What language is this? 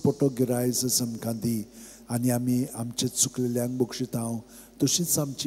Konkani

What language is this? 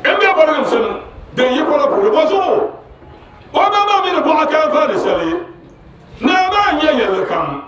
Dagbani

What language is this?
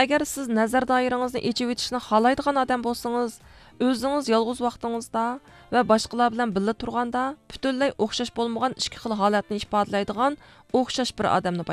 Uyghur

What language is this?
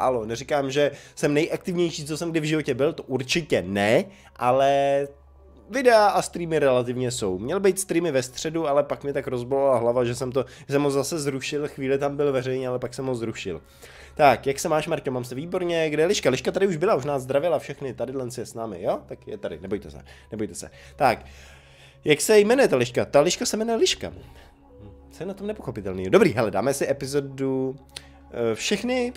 Czech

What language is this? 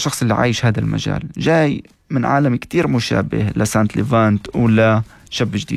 North Levantine Arabic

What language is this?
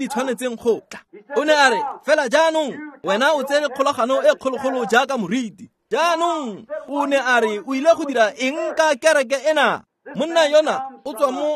Tswana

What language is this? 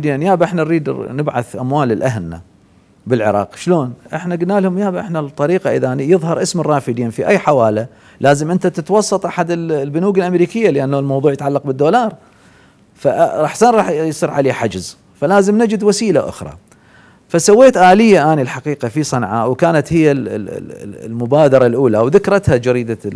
Mesopotamian Arabic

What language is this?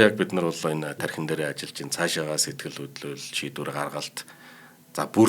Mongolian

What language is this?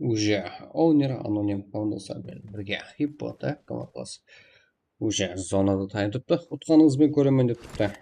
Kara-Kalpak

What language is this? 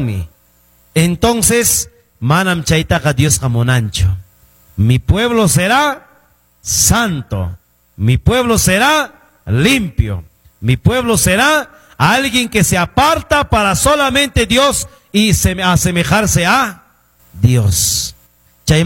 Quechua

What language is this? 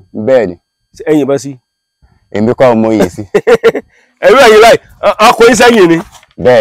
Yoruba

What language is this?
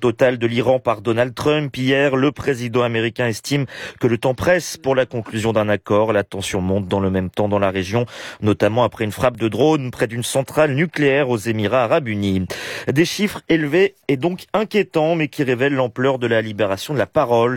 French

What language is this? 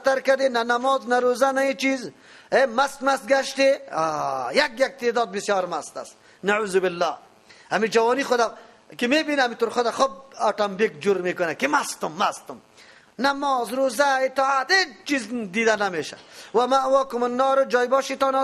Persian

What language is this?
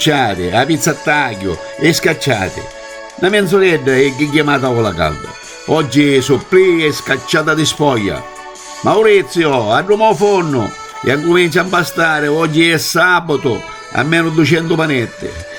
Sicilian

